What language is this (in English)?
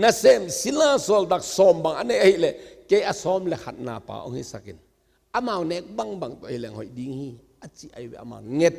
Tedim Chin